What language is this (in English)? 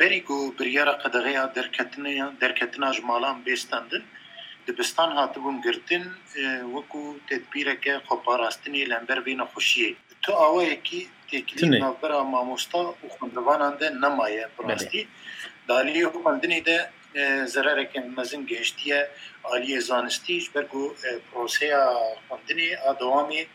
Kurdish